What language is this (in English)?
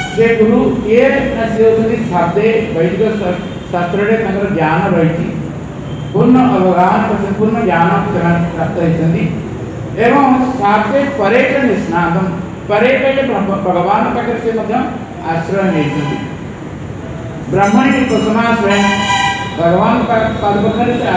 Odia